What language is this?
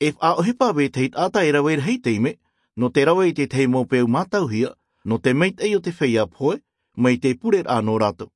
Tahitian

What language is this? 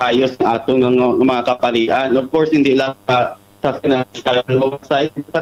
Hiligaynon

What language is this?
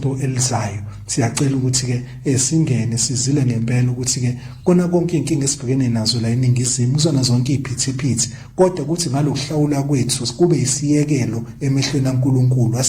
Zulu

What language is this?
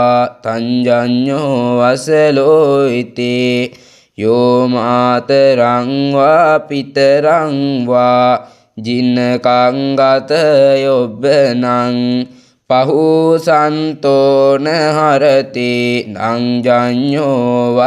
Pali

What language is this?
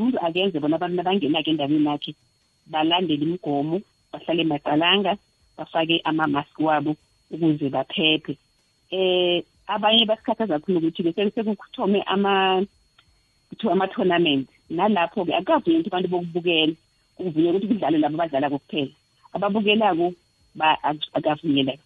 South Ndebele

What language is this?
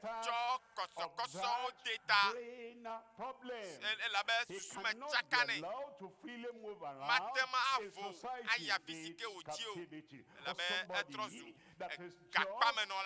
Ewe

